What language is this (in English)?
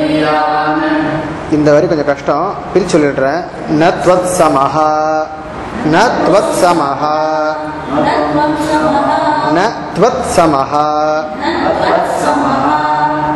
Tamil